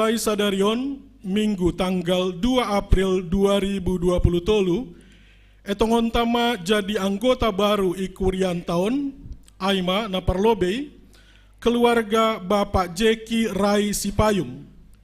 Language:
Batak Simalungun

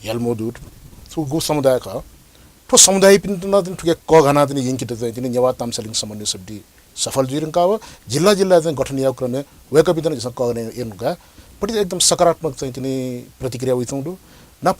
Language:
Newari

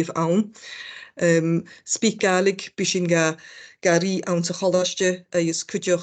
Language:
Scottish Gaelic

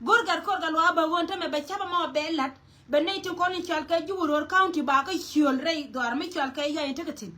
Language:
Nuer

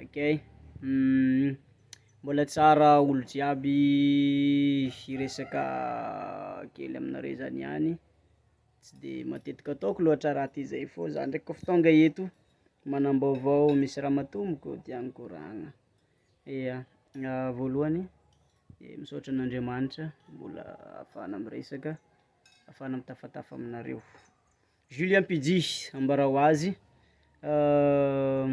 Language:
Malagasy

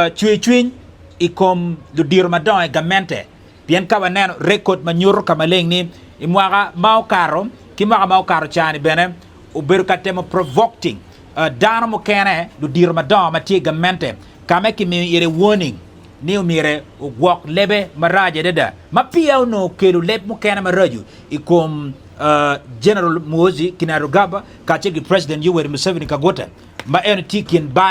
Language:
Acoli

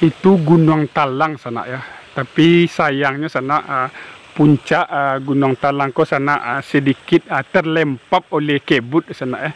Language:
Minangkabau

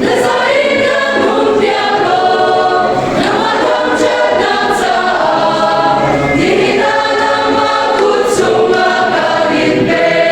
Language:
Hakha Chin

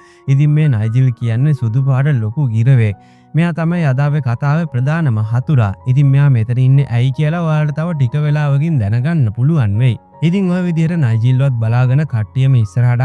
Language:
Sinhala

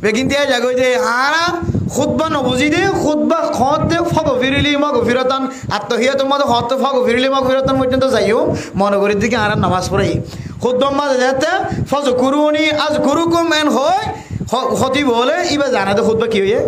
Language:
Rohingya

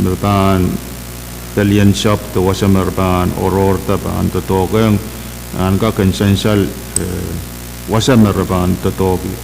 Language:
Pohnpeian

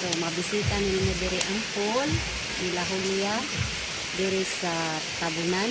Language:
Cebuano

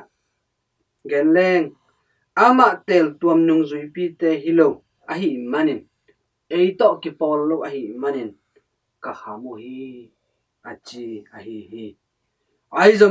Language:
Tedim Chin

